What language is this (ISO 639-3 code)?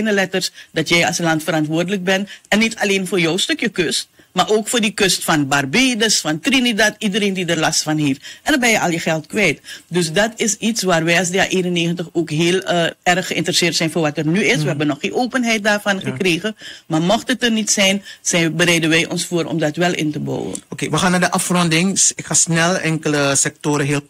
nld